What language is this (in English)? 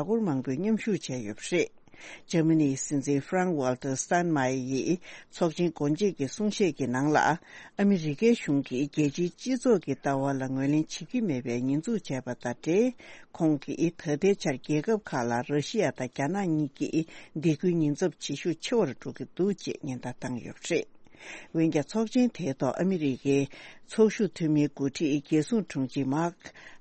Tibetan